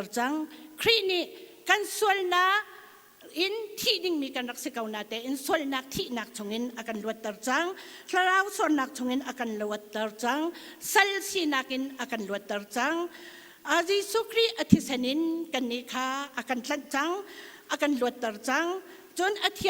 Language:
Hakha Chin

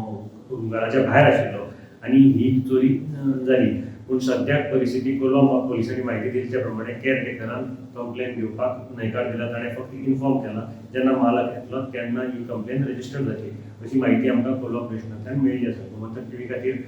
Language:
Konkani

